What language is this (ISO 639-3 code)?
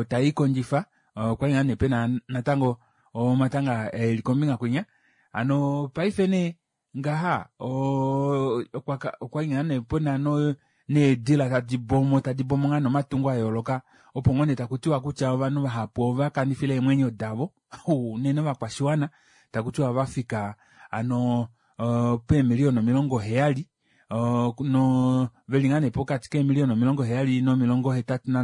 kua